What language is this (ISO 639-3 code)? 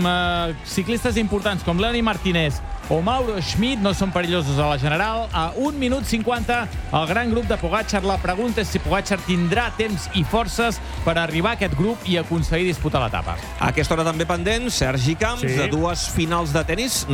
cat